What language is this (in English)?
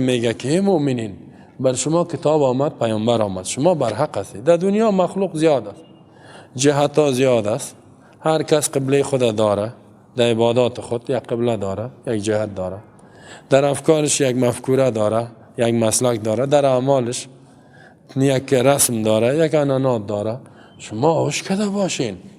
Tajik